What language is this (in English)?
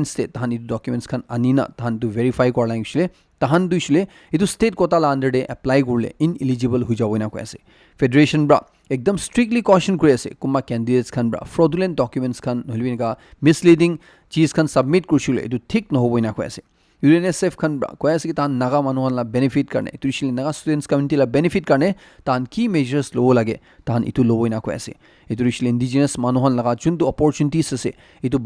Naga Pidgin